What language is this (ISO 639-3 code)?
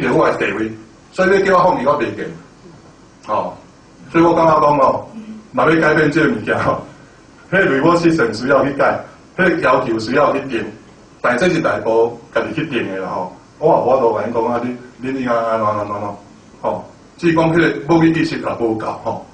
nan